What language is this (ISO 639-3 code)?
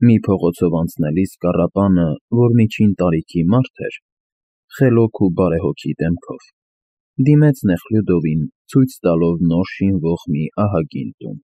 hye